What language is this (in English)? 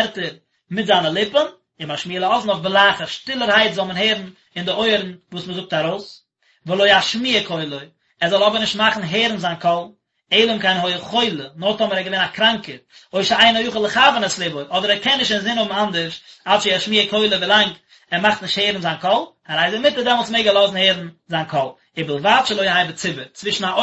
Yiddish